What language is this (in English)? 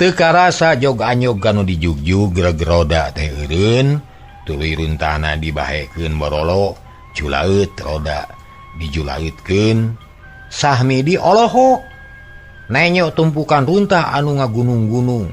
Sundanese